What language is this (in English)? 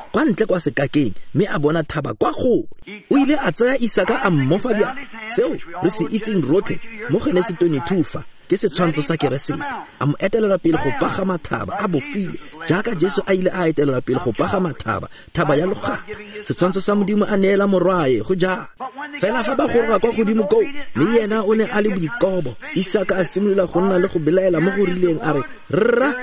Tswana